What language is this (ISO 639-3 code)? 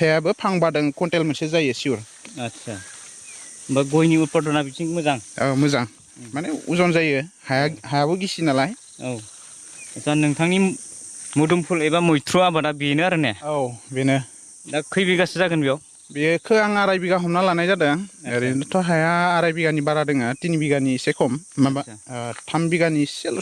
brx